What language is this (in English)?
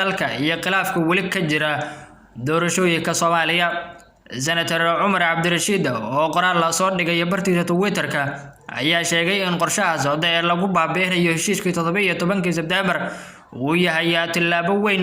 Somali